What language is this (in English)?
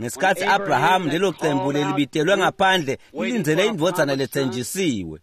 Swati